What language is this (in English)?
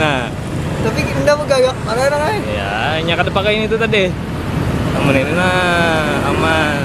Banjar